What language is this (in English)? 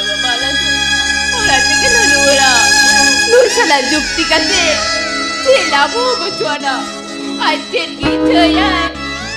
Santali